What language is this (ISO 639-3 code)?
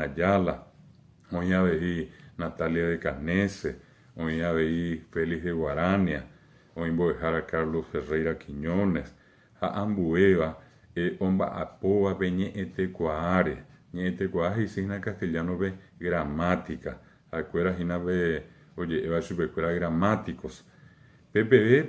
grn